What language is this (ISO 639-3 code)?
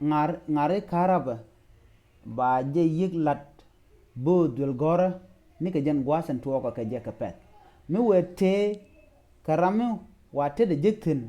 nus